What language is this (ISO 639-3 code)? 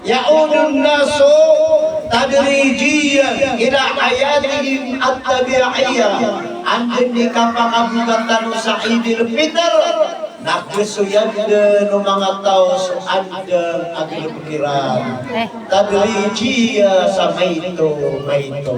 mrw